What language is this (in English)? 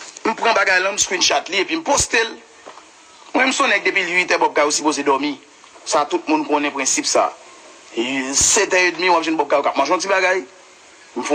Haitian Creole